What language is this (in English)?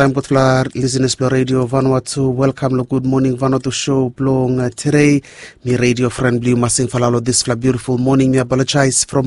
Bislama